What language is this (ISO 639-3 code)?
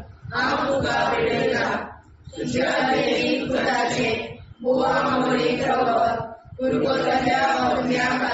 kok